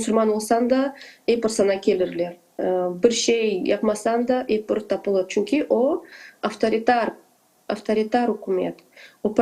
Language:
Crimean Tatar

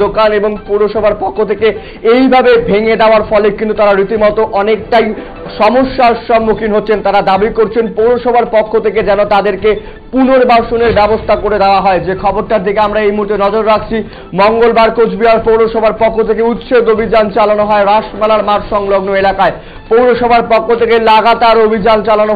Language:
Bangla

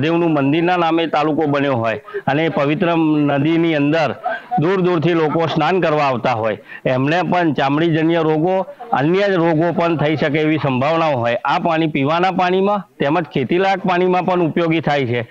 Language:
Gujarati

